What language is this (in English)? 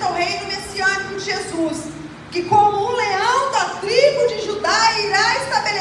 Portuguese